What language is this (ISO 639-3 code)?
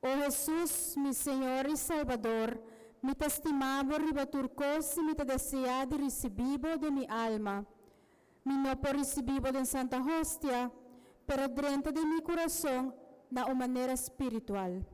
pap